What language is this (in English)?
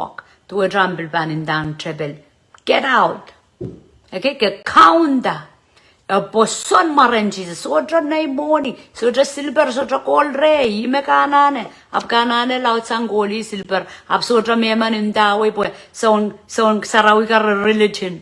Pohnpeian